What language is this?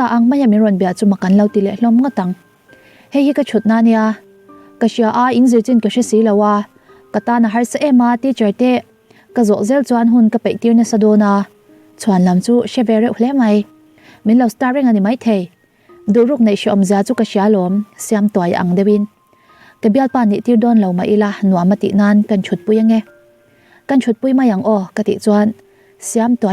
Mizo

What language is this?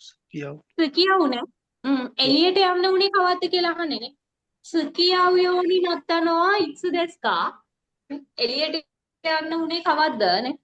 Sinhala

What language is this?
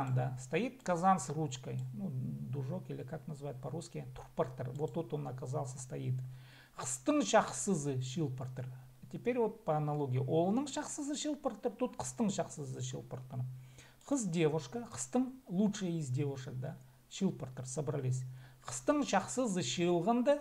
Khakas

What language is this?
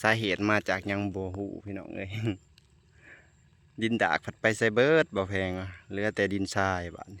Lao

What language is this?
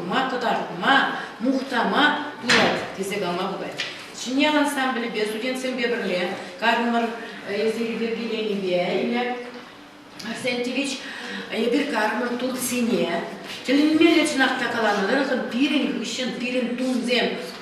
Chuvash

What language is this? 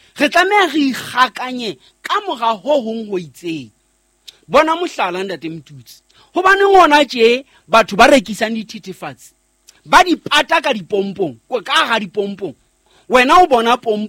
Southern Sotho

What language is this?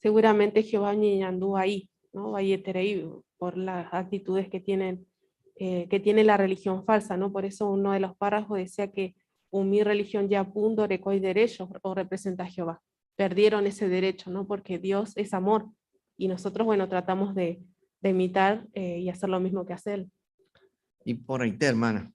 Guarani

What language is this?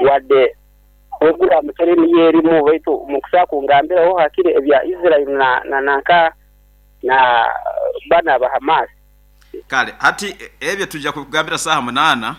Nyoro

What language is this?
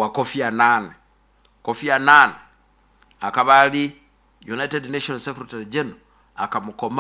Nyoro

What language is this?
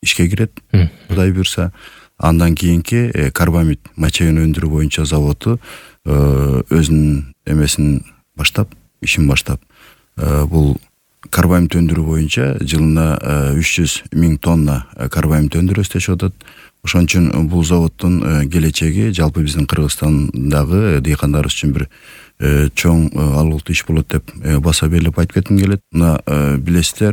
Kyrgyz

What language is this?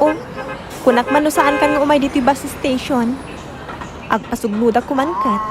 Iloko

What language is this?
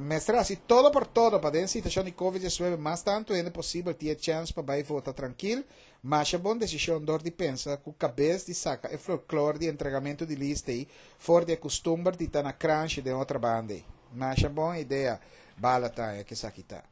Papiamento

